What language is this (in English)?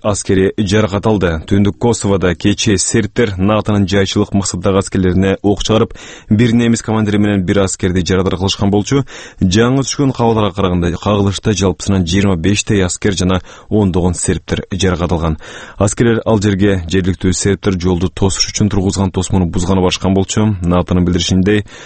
Kyrgyz